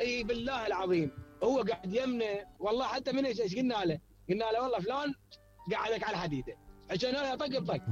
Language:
Mesopotamian Arabic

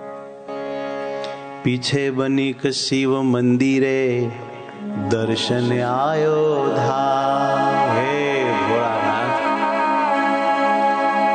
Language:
Gujarati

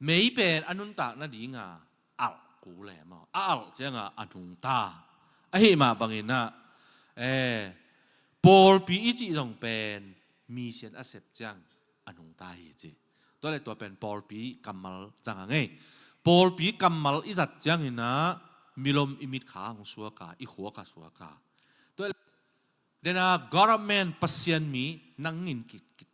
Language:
Tedim Chin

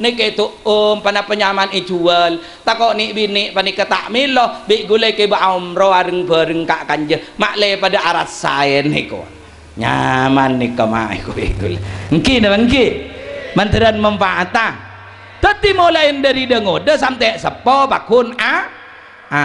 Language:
Madurese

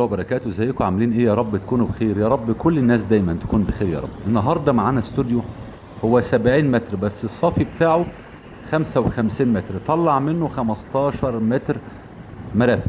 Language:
Egyptian Arabic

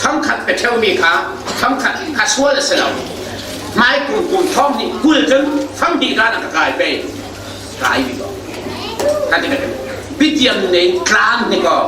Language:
Falam Chin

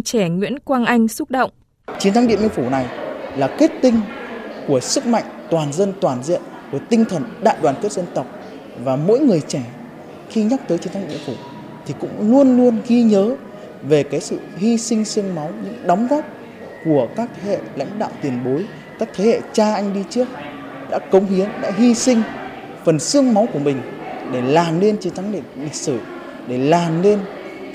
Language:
Vietnamese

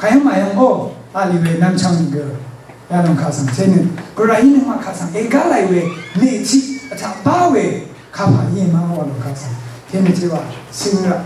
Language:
Rawang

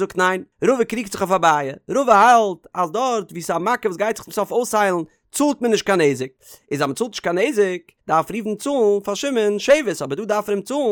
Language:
Yiddish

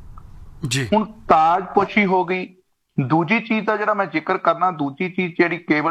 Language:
Punjabi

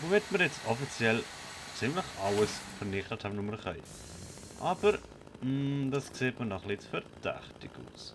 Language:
Swiss German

